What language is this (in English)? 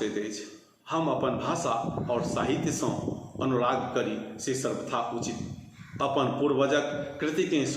Maithili